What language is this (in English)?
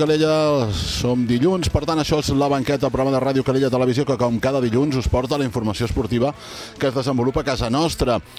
Catalan